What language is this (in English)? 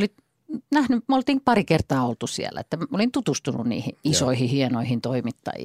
Finnish